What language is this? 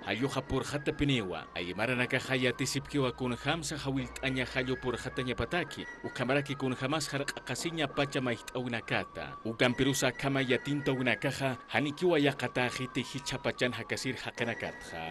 Aymara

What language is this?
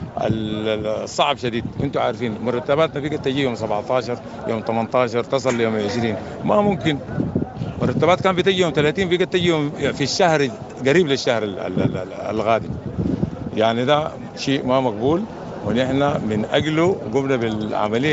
Sudanese Arabic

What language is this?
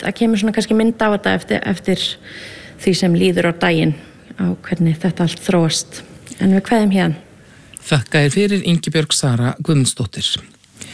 Icelandic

